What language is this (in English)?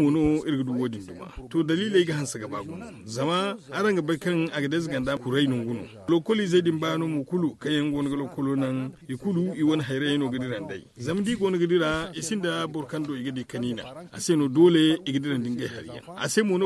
Zarma